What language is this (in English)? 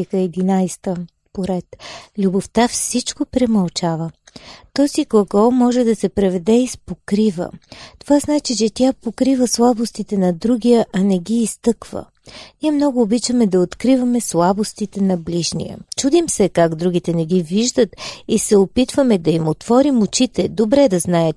Bulgarian